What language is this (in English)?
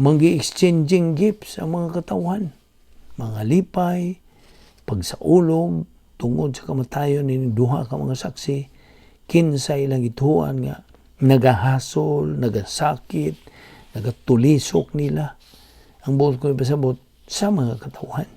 Cebuano